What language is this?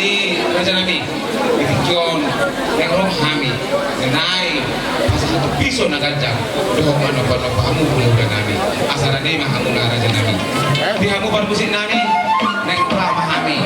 Batak Toba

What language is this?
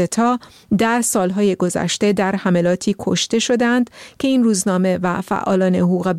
Persian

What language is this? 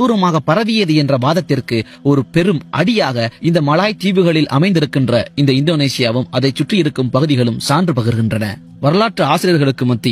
Tamil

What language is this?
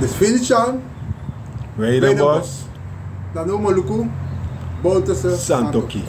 Sranan Tongo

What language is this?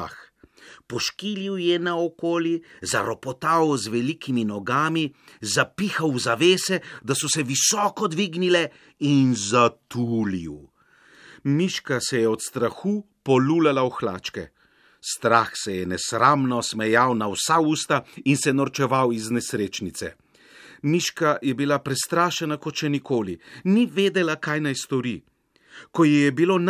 Slovenian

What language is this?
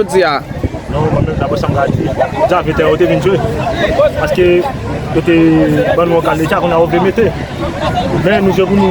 Haitian Creole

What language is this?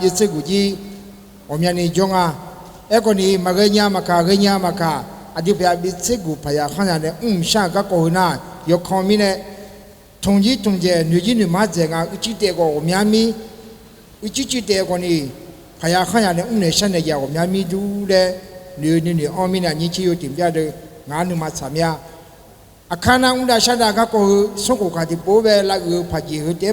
Akha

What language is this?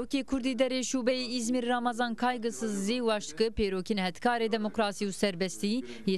Zaza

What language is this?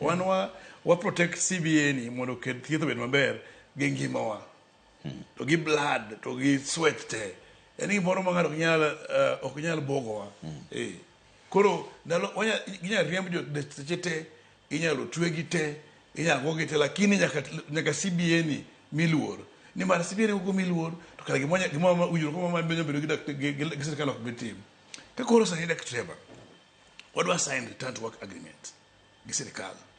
Luo (Kenya and Tanzania)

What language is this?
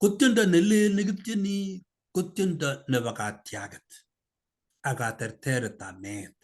Kalenjin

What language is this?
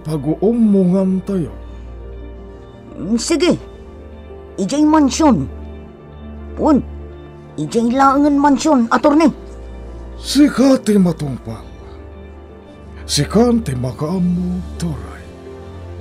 Iloko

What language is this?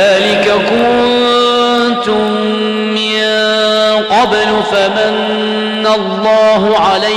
Arabic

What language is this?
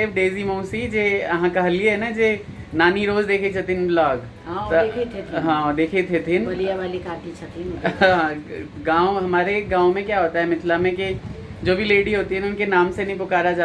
Maithili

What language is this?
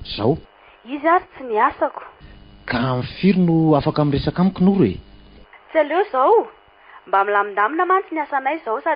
Malagasy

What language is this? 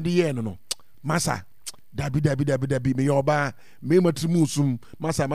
Akan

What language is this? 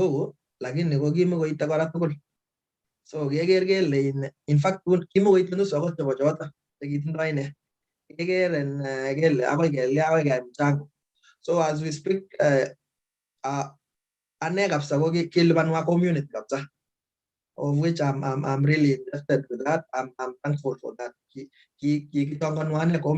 Kalenjin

